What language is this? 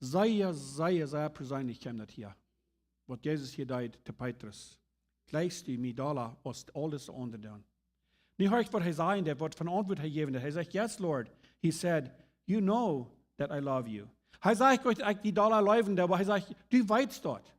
Plautdietsch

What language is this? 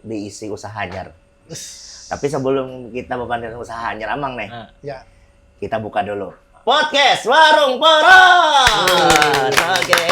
Banjar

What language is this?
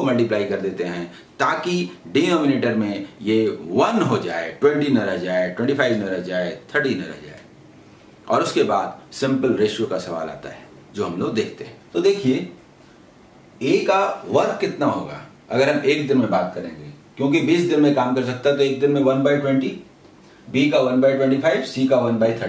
Hindi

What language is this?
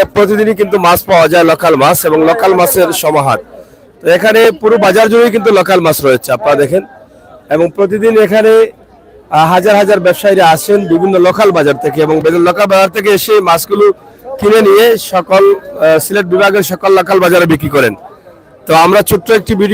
Sylheti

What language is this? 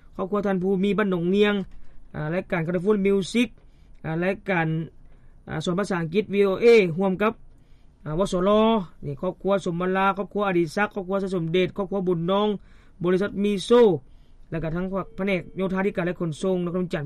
Lao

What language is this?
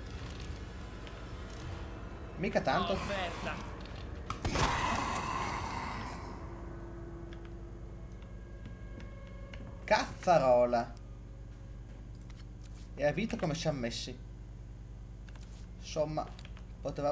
Italian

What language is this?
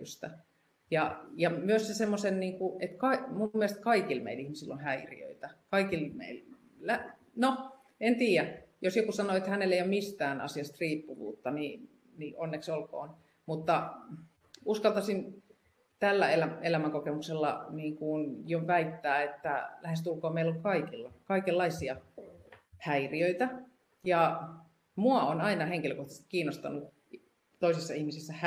Finnish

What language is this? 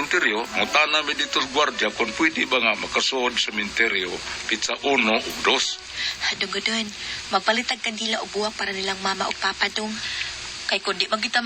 Cebuano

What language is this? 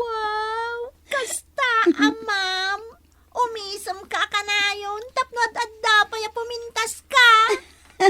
Iloko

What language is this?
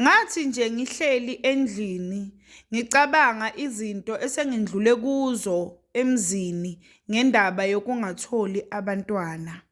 Zulu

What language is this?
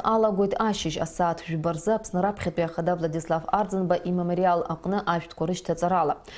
Abkhazian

